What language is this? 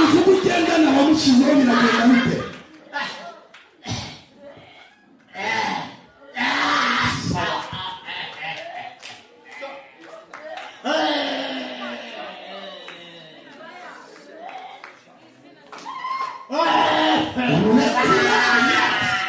Kinyarwanda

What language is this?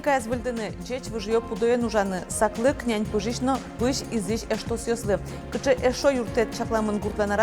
Udmurt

